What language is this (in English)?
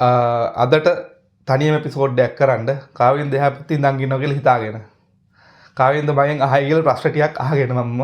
Sinhala